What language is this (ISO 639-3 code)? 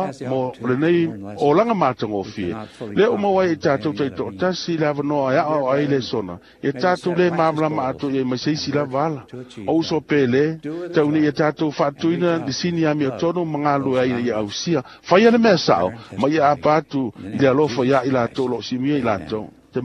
smo